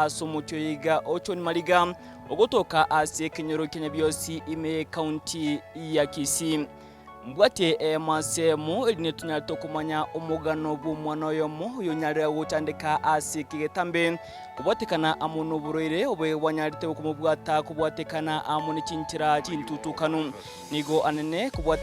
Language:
Gusii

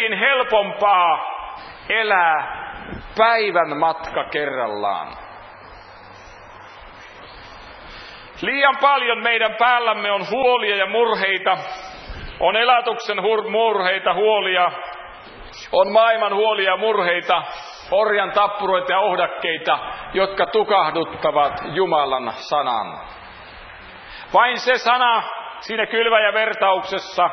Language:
Finnish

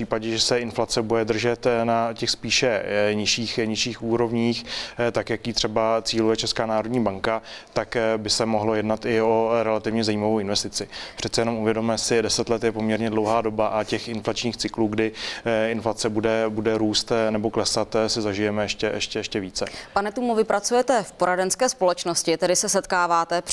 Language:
Czech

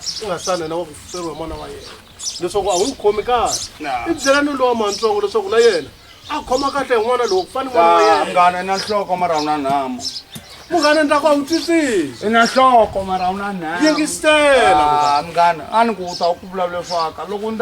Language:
Tsonga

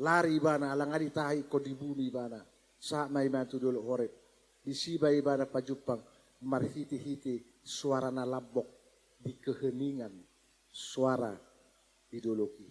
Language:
Batak Toba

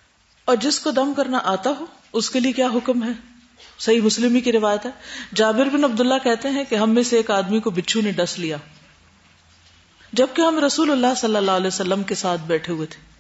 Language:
Urdu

